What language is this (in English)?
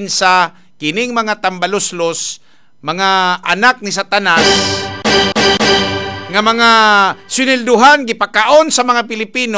Cebuano